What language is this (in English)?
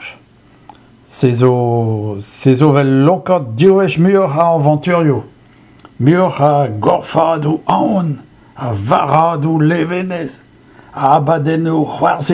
Breton